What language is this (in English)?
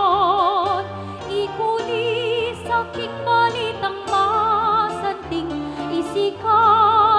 Pampanga